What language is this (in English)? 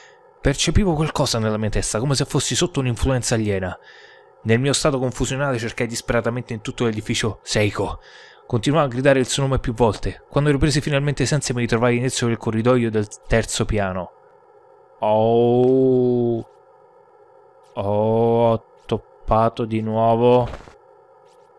Italian